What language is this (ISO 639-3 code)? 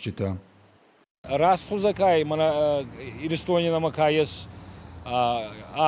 oss